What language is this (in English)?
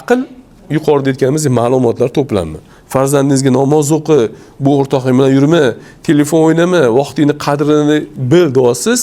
Uzbek